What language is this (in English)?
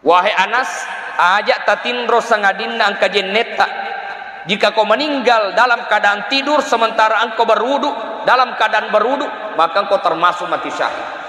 Buginese